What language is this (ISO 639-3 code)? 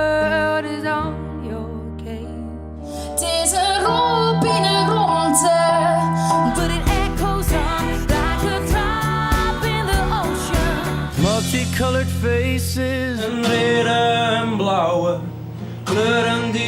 fry